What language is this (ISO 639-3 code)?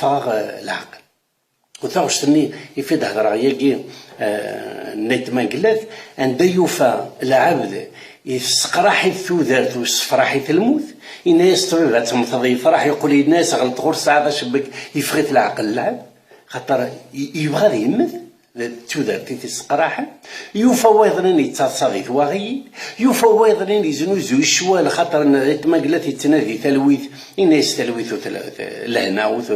kab